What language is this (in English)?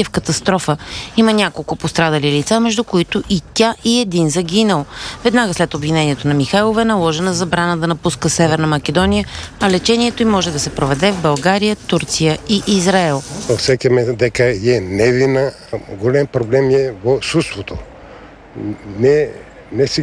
Bulgarian